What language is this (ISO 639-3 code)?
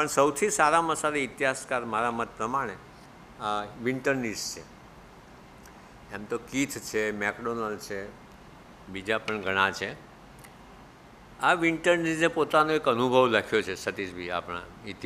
guj